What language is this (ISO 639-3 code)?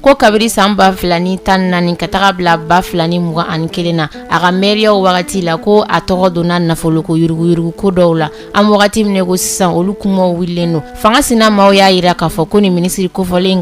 bam